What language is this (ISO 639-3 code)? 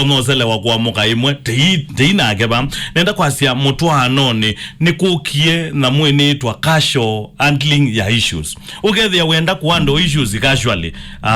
kam